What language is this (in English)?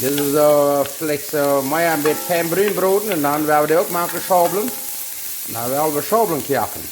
Plautdietsch